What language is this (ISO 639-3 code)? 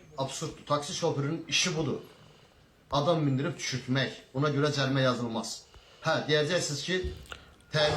aze